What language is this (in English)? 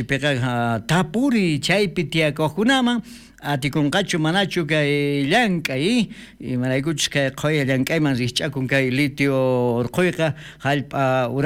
South Bolivian Quechua